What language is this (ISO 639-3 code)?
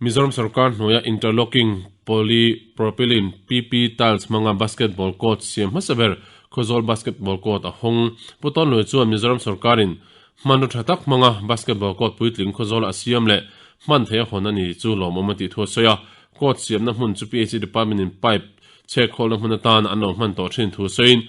lus